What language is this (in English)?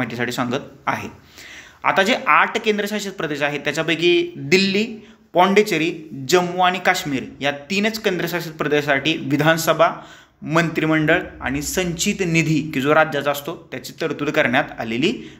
Marathi